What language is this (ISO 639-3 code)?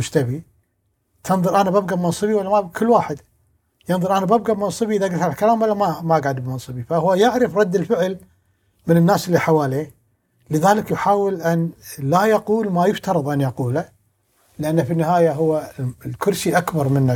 afb